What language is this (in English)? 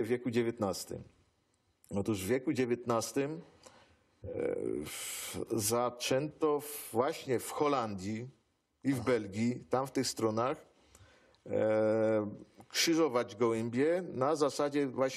Silesian